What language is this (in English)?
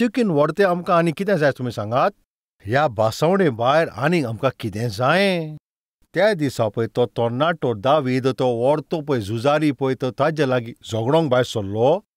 Konkani